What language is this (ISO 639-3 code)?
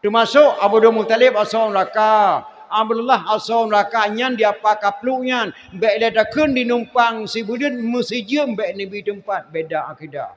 ace